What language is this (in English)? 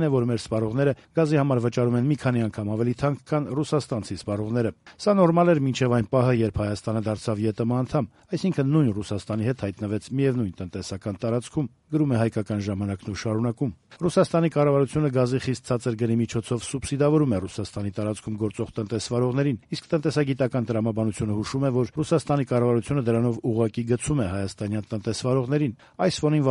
Armenian